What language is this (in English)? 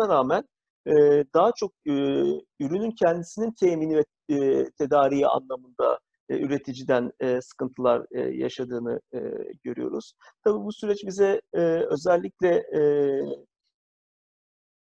Turkish